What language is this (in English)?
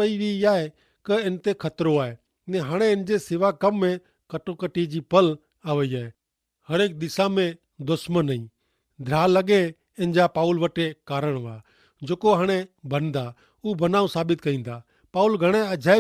Kachhi